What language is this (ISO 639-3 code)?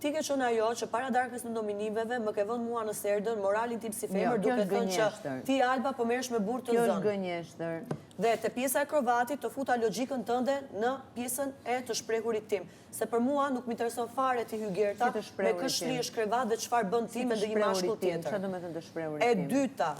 sqi